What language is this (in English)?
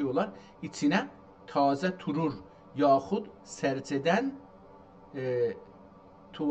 South Azerbaijani